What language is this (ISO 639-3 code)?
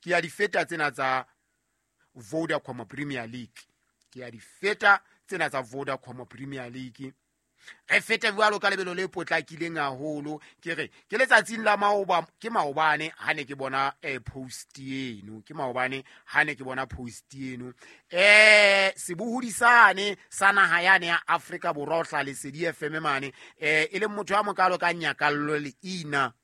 sot